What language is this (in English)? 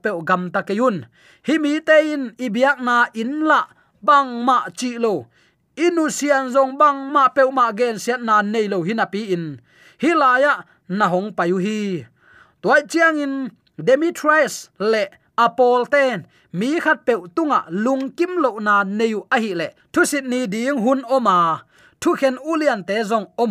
Tedim Chin